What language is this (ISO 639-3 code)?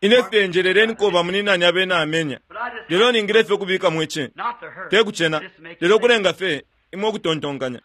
bem